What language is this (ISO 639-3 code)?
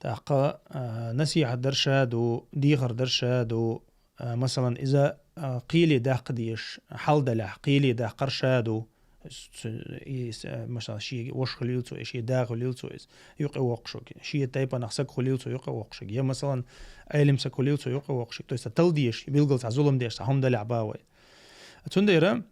che